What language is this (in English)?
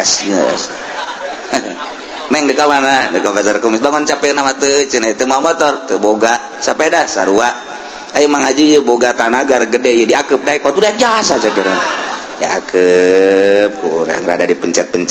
Sundanese